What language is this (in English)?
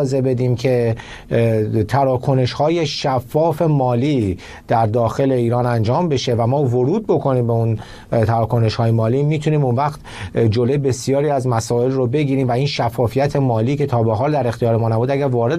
Persian